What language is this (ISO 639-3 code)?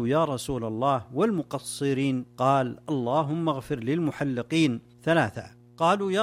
ara